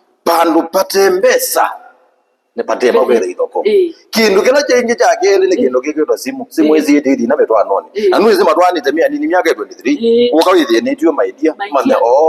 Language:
Kamba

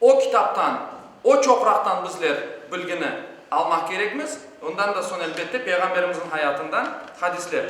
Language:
Crimean Tatar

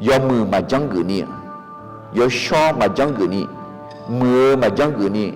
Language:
Akha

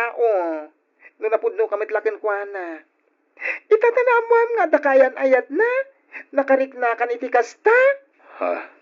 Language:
Iloko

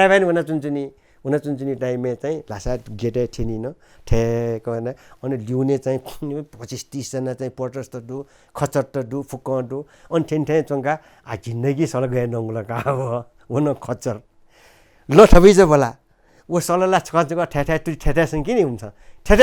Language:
Newari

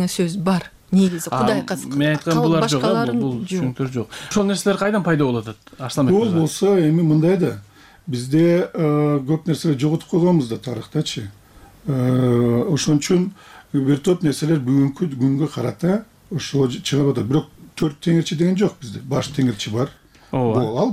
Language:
Kyrgyz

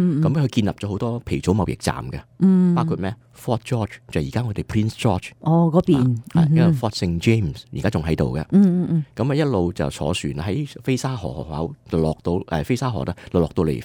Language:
Cantonese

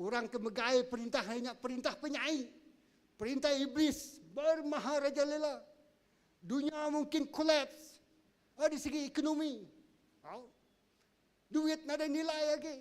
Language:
Iban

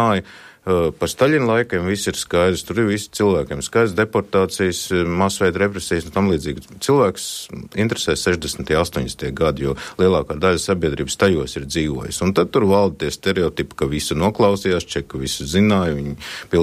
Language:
Latvian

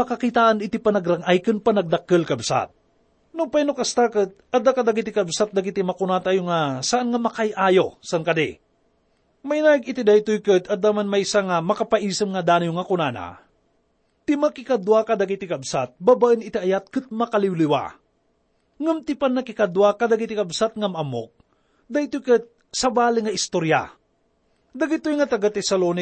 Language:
Iloko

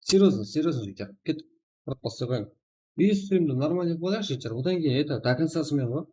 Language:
Kara-Kalpak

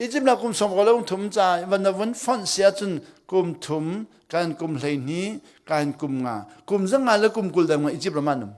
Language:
Hakha Chin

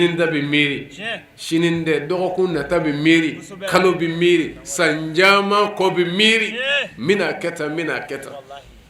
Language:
Bambara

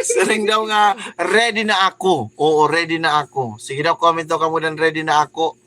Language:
Waray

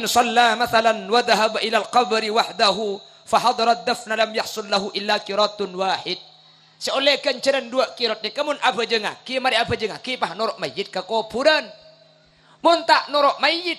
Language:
Madurese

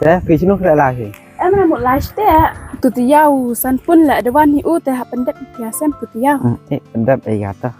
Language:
Khasi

